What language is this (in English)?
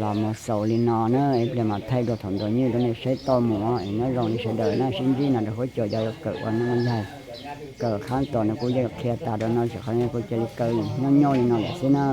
Hmong